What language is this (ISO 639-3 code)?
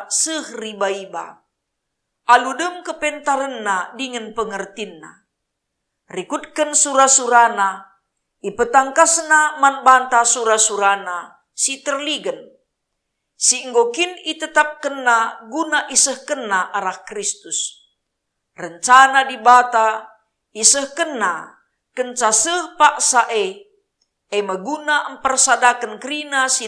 btx